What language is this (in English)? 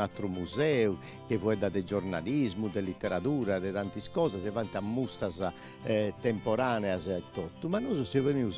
Sardinian